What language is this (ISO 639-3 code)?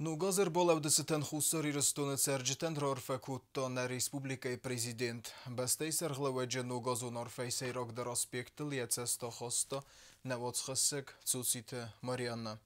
oss